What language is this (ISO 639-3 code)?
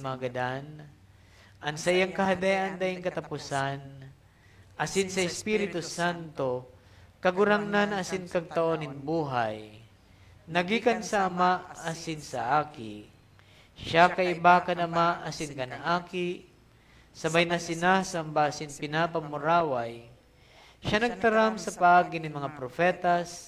bik